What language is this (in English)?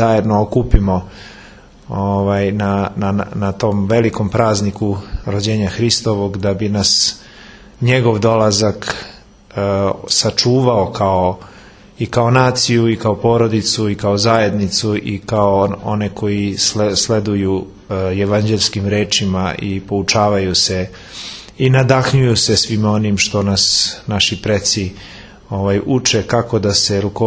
Serbian